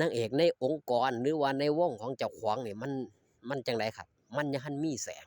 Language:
Northeastern Thai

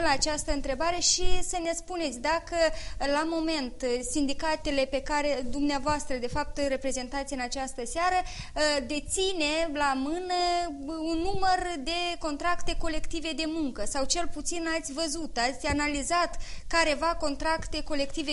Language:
Romanian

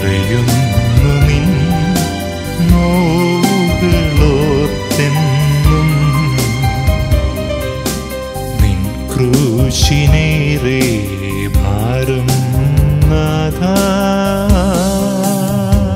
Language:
Malayalam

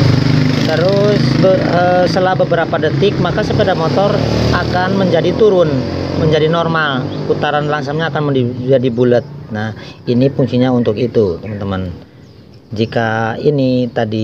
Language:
Indonesian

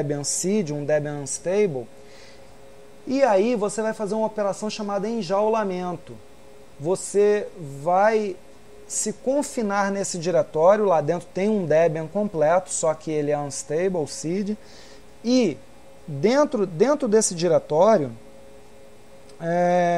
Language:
Portuguese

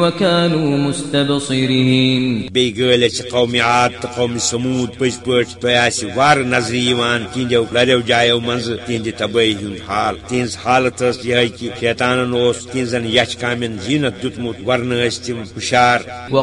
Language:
Kashmiri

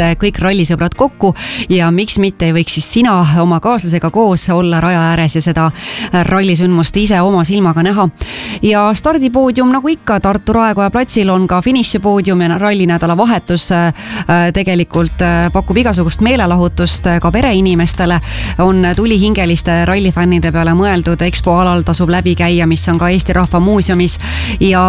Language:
Estonian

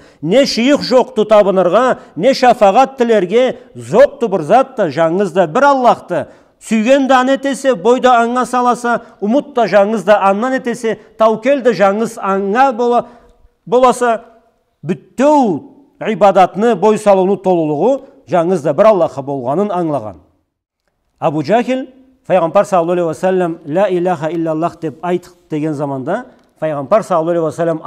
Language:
Karachay-Balkar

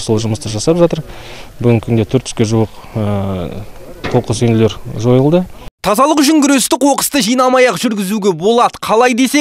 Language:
Kazakh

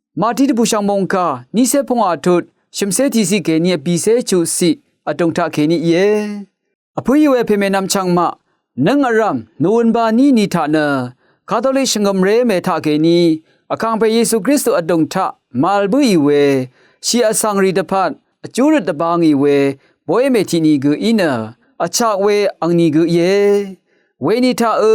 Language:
Rawang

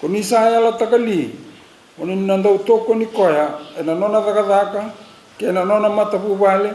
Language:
Fijian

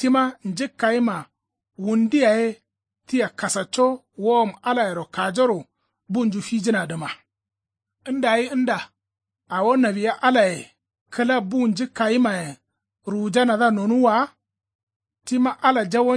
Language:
Kanuri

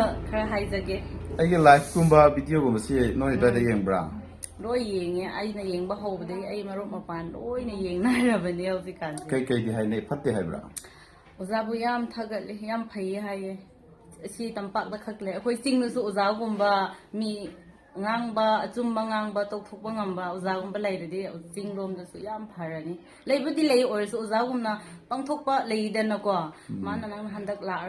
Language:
Manipuri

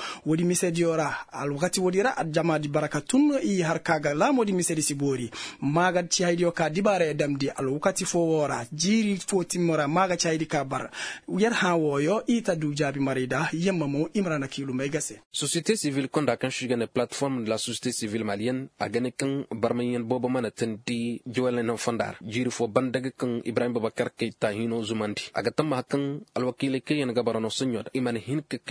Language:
Koyraboro Senni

